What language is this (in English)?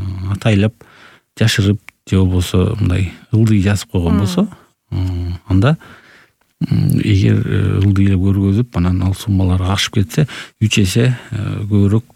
Kyrgyz